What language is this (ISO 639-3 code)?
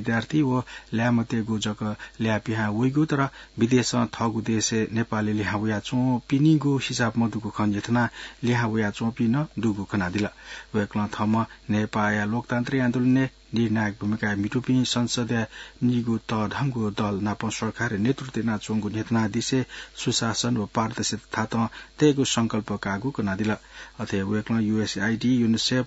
new